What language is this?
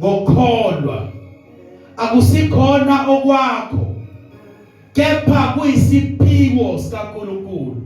Zulu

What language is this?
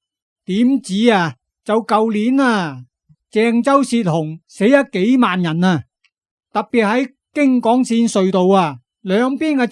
Cantonese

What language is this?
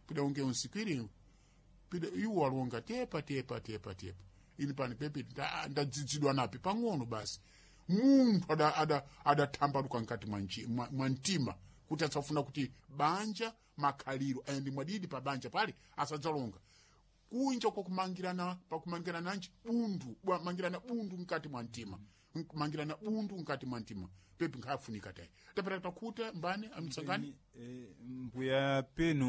Sena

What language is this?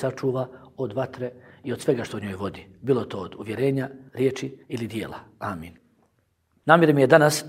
Bosnian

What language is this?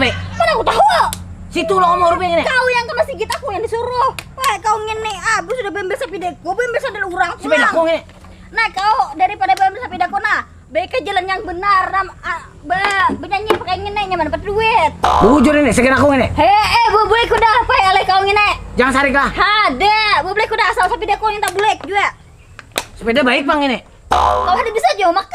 Banjar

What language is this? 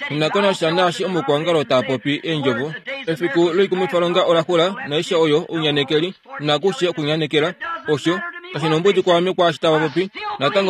Kuanyama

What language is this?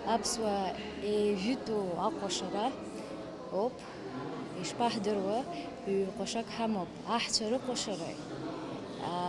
Abkhazian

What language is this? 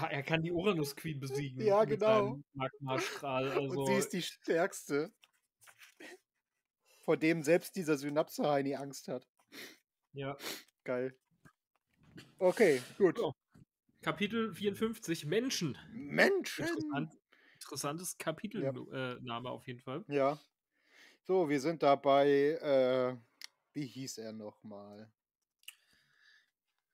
German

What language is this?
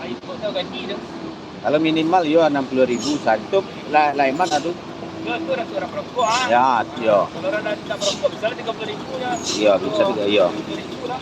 Minangkabau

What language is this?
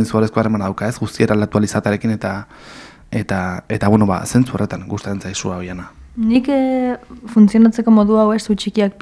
Basque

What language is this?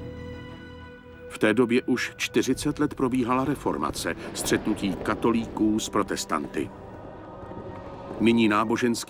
Czech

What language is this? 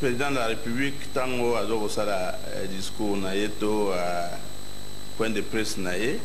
Lingala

